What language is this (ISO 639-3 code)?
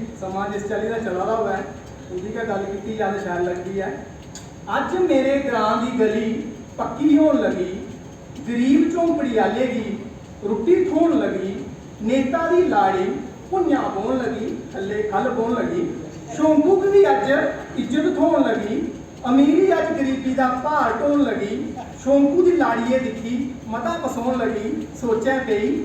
doi